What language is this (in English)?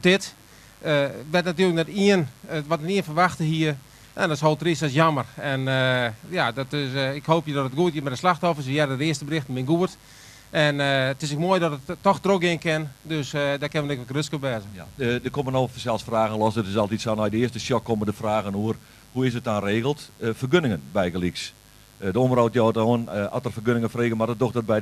Western Frisian